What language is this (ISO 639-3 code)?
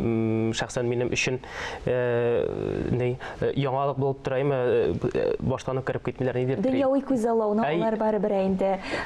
tat